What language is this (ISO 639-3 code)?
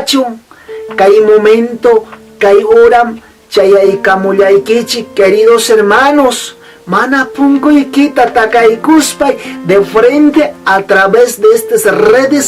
quy